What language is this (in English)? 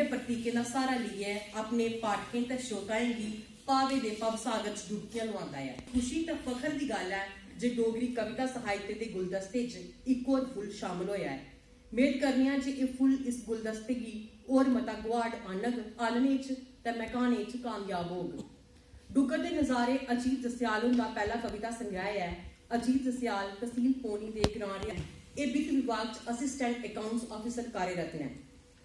Dogri